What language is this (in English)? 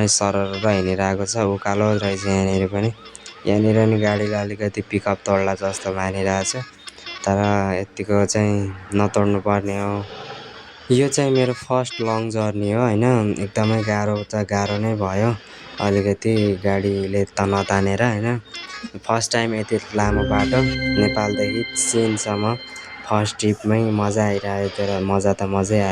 Nepali